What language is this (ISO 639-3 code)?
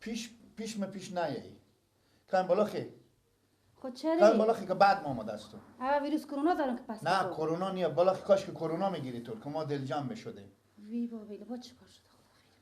fas